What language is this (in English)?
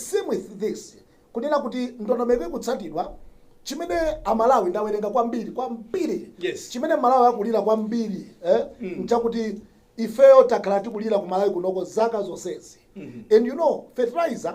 Nyanja